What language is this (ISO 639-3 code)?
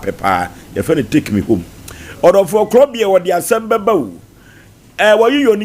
aka